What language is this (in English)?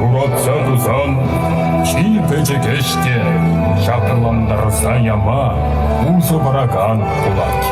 Chuvash